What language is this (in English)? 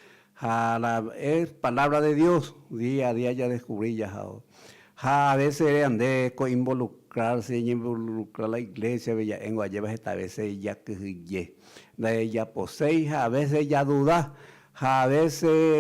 Guarani